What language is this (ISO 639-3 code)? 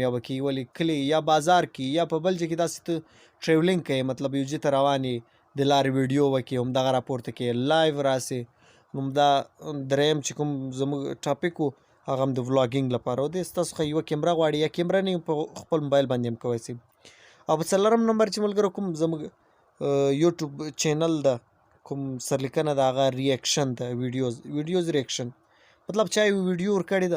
pus